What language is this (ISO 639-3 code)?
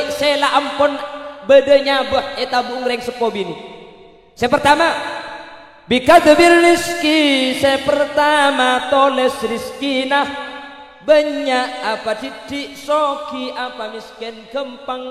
mad